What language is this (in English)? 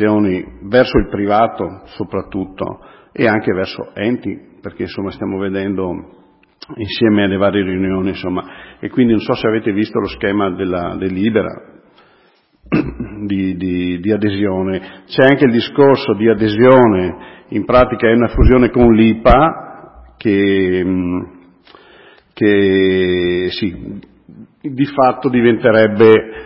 Italian